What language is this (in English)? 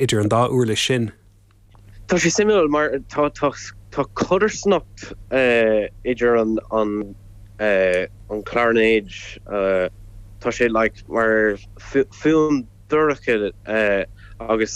Irish